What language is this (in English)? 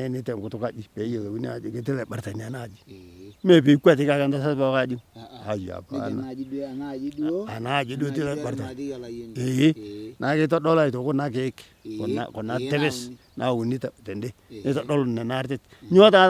Masai